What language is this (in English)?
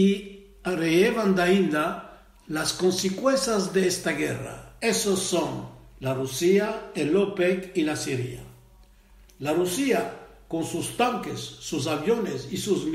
Ladino